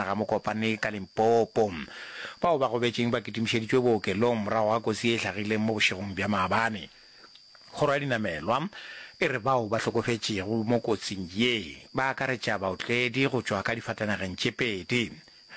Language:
Northern Sotho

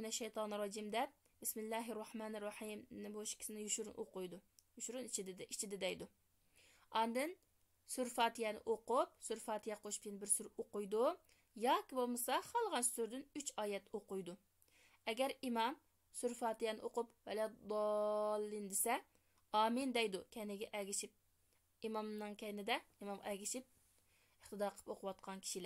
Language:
Uyghur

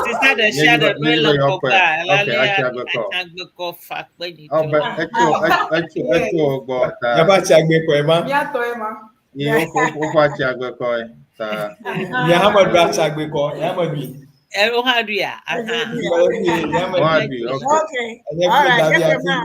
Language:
Ewe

